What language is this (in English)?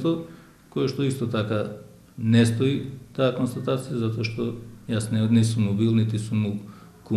Macedonian